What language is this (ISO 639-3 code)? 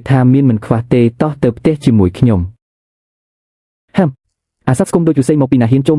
khm